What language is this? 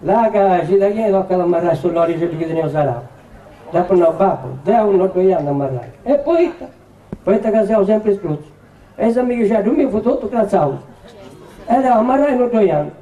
Sardinian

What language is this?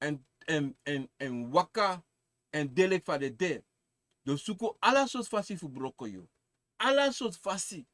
Sranan Tongo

